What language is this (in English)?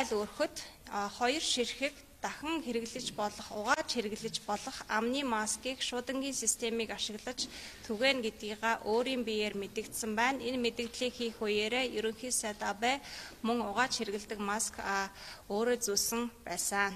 Mongolian